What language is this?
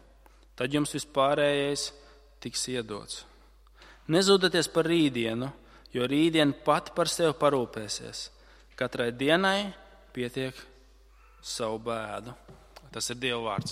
Latvian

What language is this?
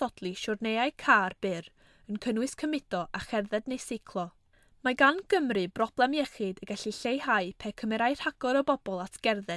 Welsh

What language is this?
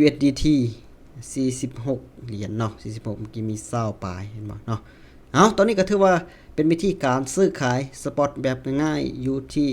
Lao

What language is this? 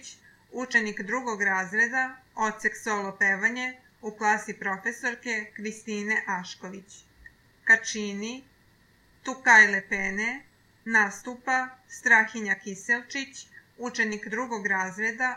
Serbian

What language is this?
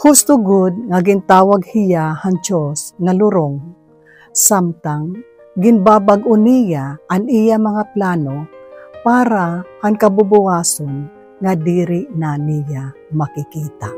Waray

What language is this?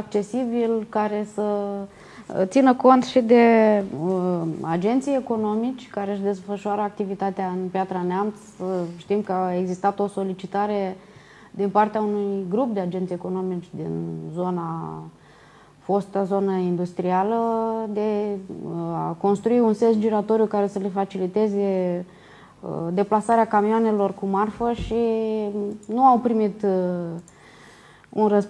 Romanian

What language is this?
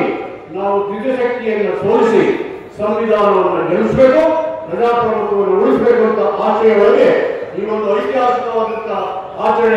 Kannada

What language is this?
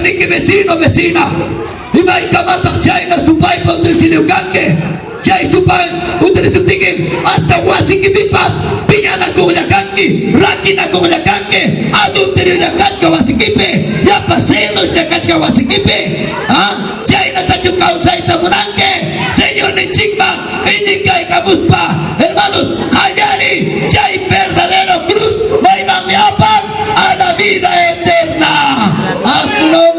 Ayacucho Quechua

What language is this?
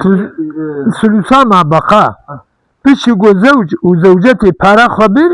Kurdish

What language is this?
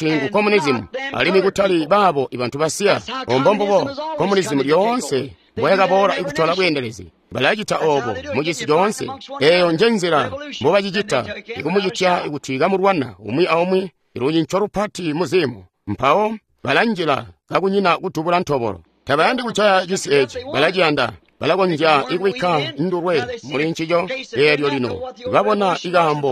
Tonga (Zambia)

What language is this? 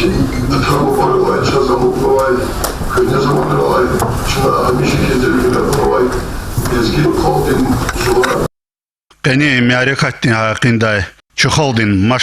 Lezghian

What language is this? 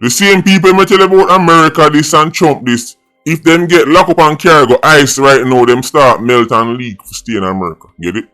Jamaican Creole English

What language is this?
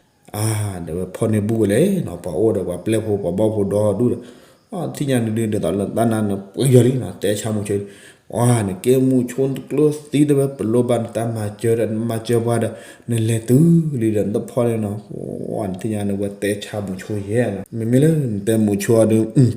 S'gaw Karen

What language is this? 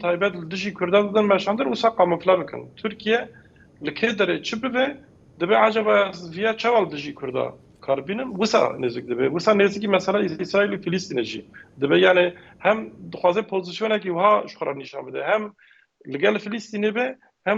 Kurdish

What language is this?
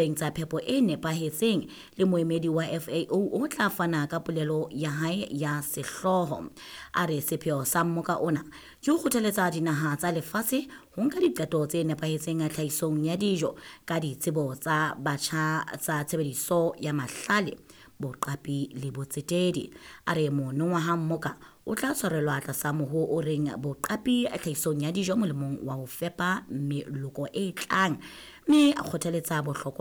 Southern Sotho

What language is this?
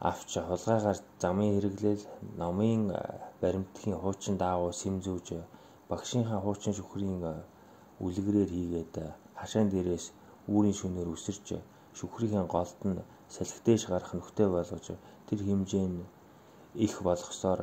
Mongolian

